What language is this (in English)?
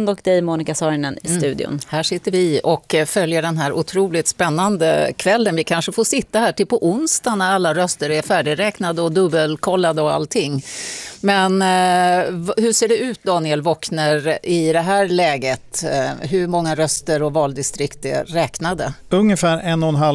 Swedish